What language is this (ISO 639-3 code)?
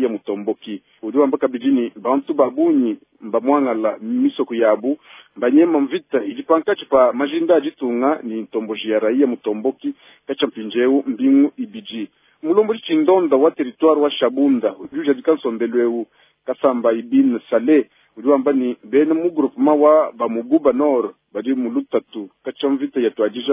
lua